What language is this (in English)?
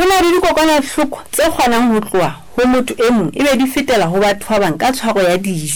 Southern Sotho